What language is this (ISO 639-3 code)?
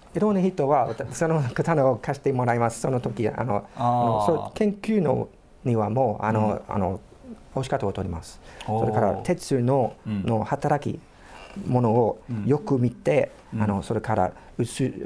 jpn